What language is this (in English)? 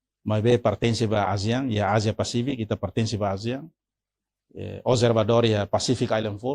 Tetum